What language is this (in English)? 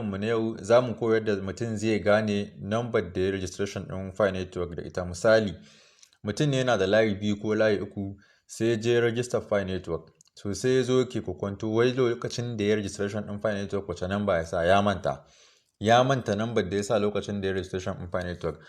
Hausa